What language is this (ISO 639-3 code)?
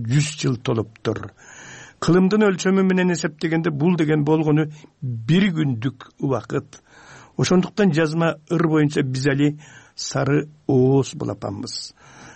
kir